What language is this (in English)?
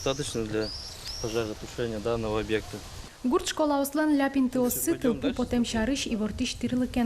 Udmurt